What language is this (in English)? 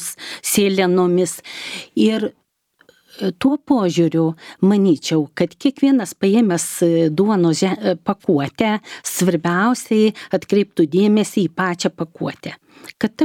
Lithuanian